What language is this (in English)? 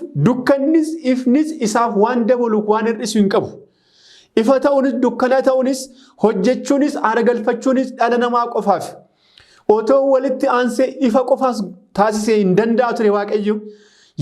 Oromo